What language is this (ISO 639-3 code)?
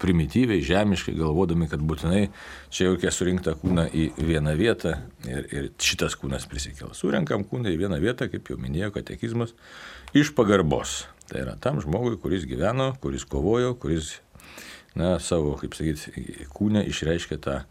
lit